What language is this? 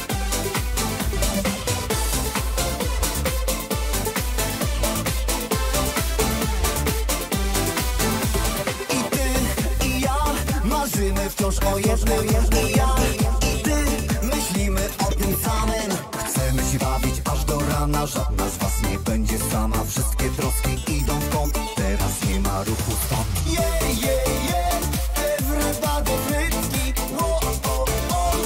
Polish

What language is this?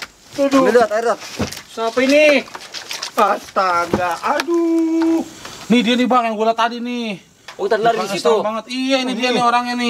Betawi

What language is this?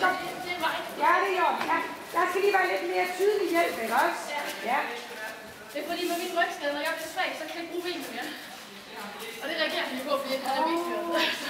Danish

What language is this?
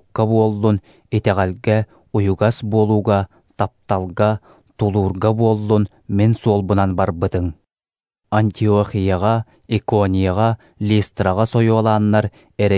Yakut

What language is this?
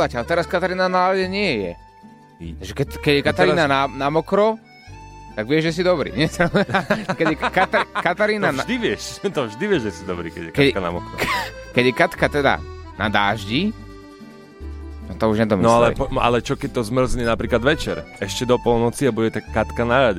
Slovak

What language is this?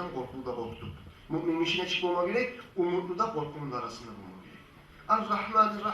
Kumyk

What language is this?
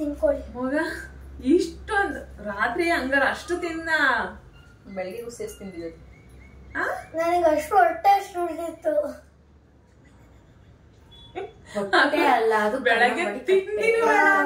Kannada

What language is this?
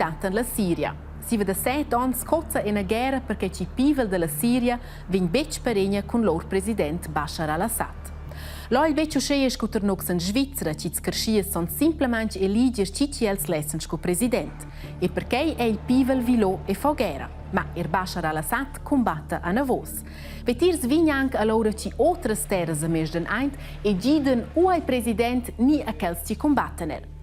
Romansh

